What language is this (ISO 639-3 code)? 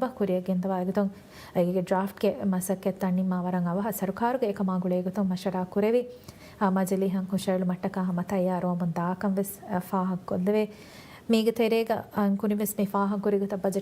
div